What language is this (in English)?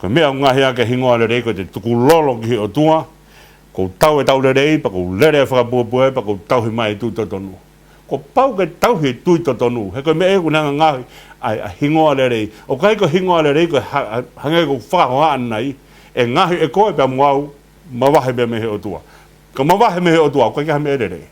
Tongan